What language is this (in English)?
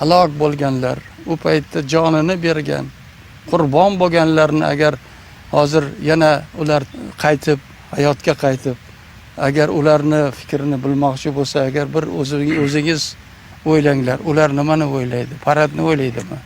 Uzbek